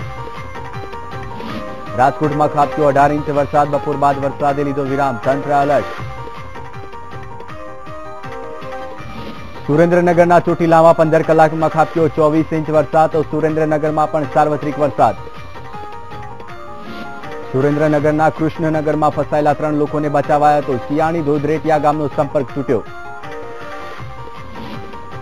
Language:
Gujarati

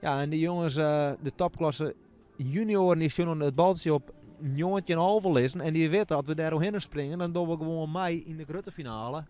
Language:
Western Frisian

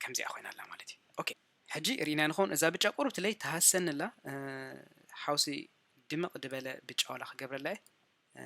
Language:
Tigrinya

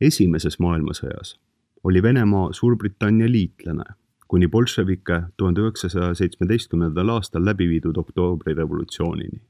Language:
Estonian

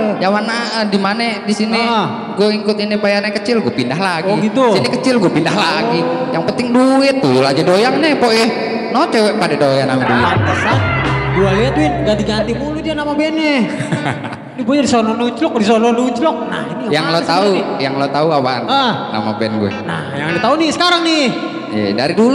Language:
Betawi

